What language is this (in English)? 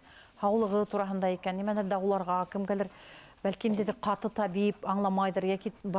Bashkir